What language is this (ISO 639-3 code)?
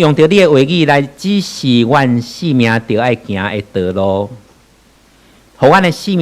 nan